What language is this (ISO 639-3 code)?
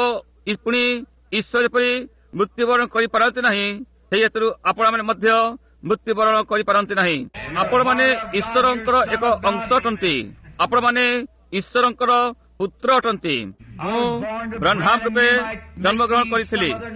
ori